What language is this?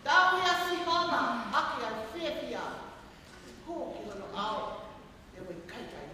Tongan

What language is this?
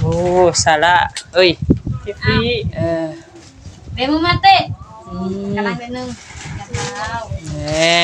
Northeastern Thai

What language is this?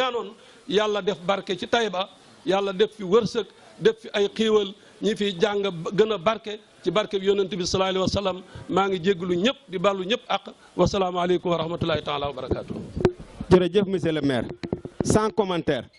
Wolof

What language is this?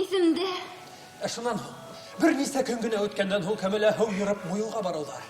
Bashkir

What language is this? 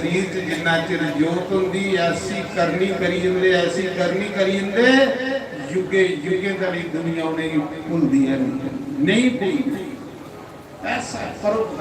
Dogri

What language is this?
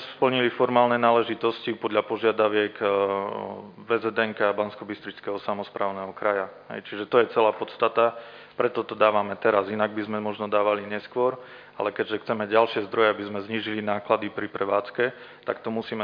Slovak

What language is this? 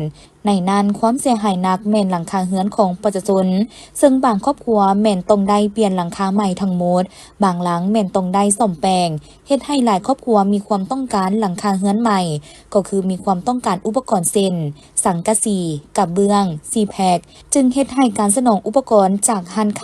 Lao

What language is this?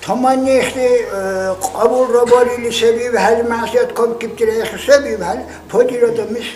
Dargwa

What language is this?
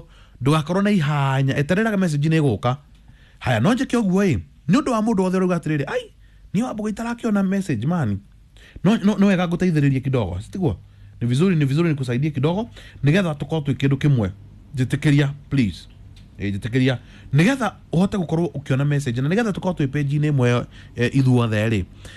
Kikuyu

